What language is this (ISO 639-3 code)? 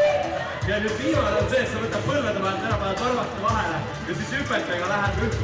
est